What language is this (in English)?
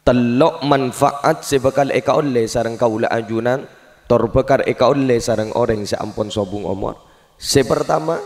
Madurese